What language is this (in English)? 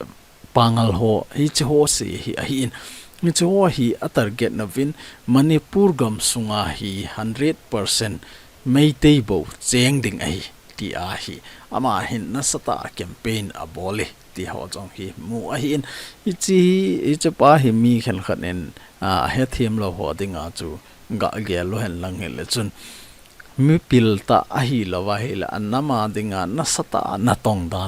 Thado Chin